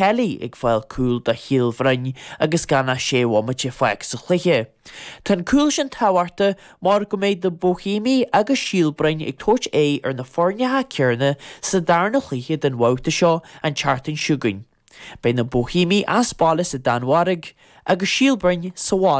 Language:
Irish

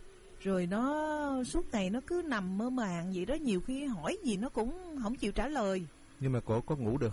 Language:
Vietnamese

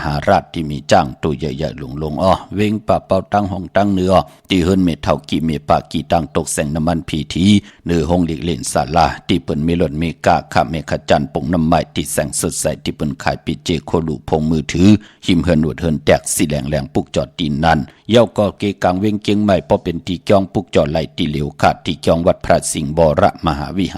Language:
Shan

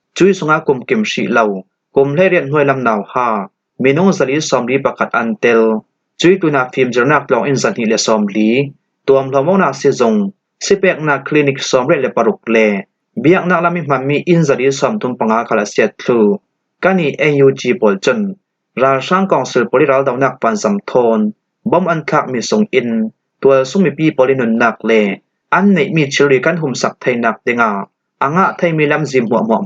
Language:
Falam Chin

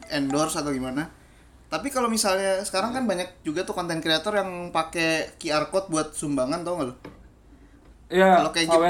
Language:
Indonesian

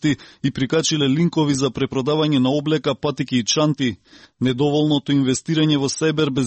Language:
Macedonian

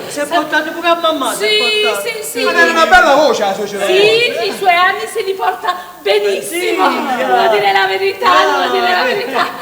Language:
Neapolitan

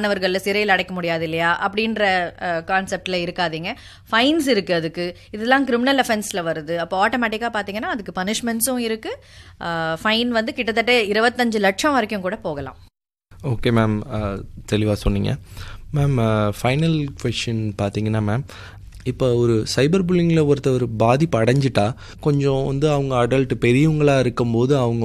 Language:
Tamil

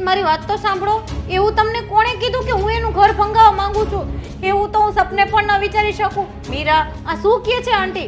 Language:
Gujarati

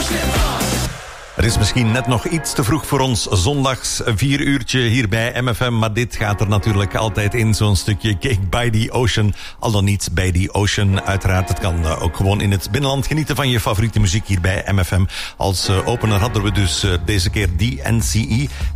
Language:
Dutch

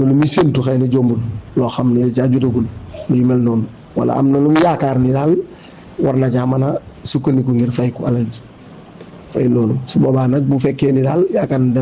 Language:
Wolof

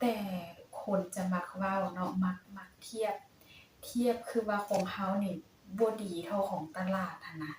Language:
Lao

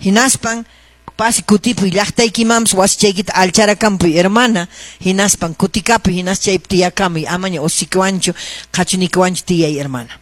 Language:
Quechua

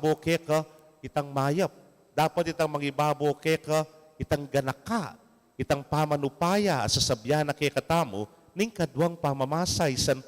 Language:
Pampanga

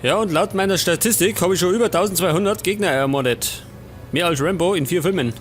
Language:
Bavarian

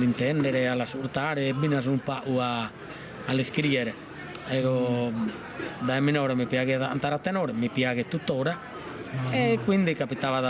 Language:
Sardinian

